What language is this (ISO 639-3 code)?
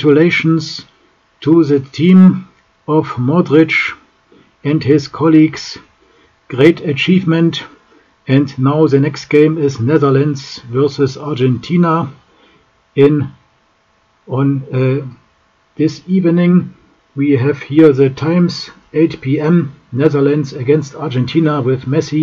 eng